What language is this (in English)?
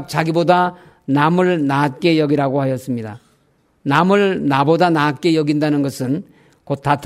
Korean